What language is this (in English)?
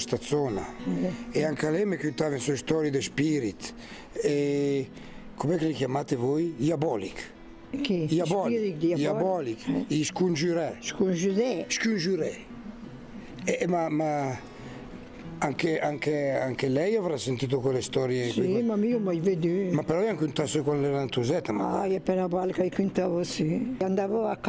Italian